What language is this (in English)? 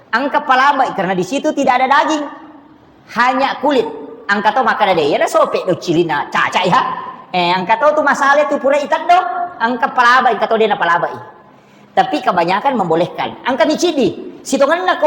Buginese